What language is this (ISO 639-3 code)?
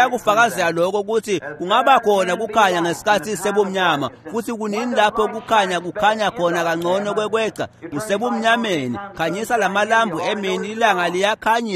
ssw